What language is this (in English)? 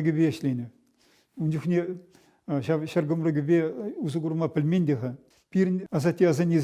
Chuvash